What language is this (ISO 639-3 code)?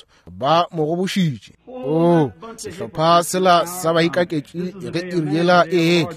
nso